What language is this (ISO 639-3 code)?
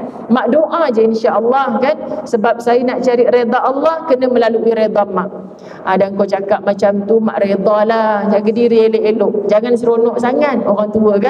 msa